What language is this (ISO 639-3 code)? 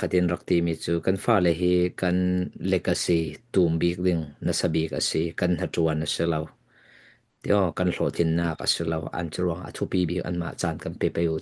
cfm